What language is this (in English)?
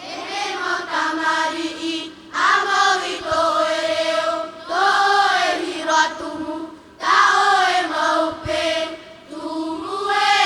Tahitian